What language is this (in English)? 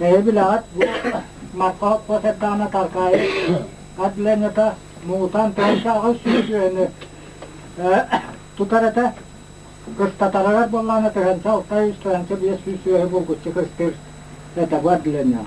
Yakut